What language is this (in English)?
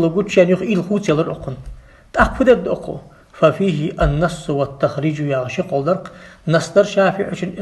Ingush